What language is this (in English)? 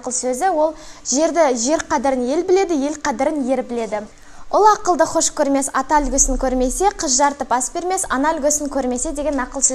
Kazakh